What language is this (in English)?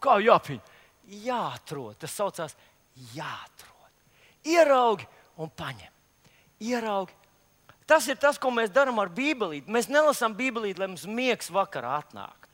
Latvian